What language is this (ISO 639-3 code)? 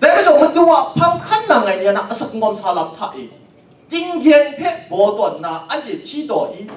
kac